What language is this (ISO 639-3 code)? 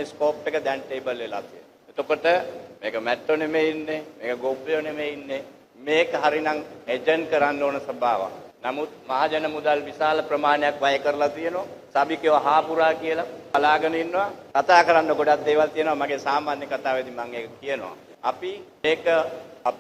sin